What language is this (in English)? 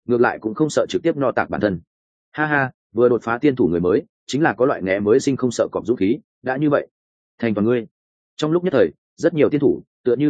Vietnamese